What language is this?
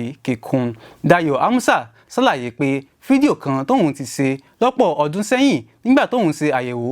Yoruba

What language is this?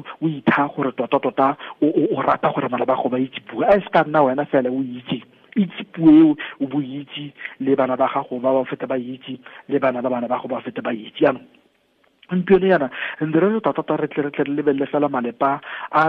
Tswana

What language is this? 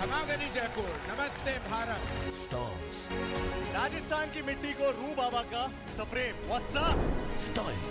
Konkani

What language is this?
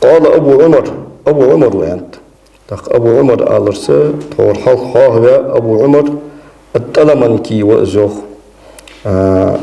Ingush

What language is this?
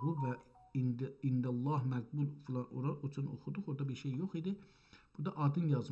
South Azerbaijani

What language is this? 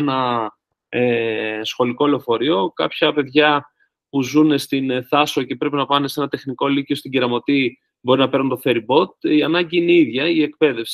Greek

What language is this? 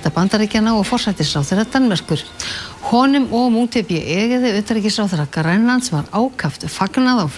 Icelandic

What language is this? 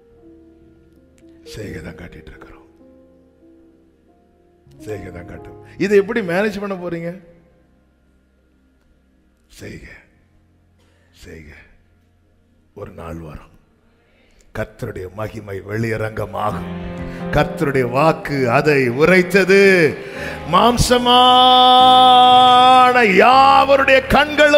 Tamil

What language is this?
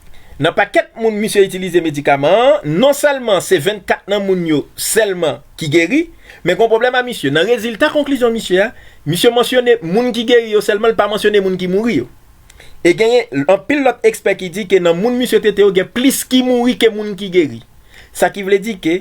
Haitian Creole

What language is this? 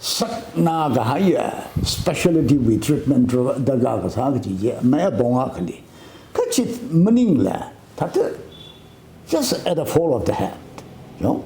Tangkhul Naga (India)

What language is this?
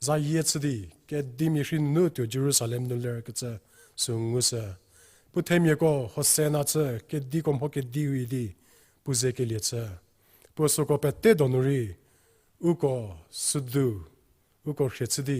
Angami Naga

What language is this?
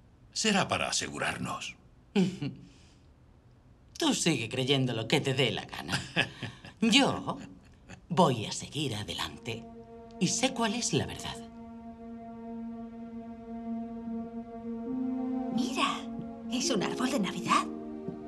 Spanish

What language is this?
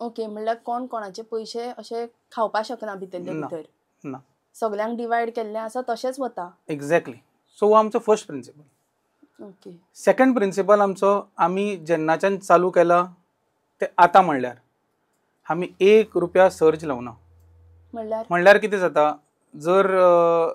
Konkani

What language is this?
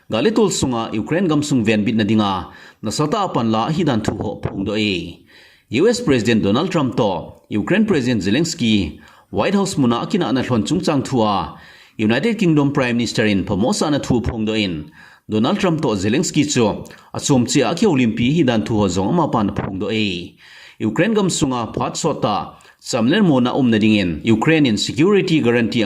Thado Chin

